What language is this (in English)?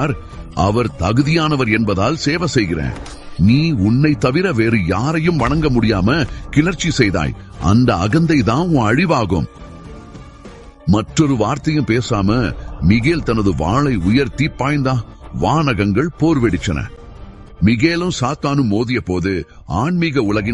Tamil